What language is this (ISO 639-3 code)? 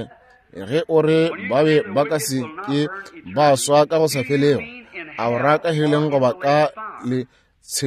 nso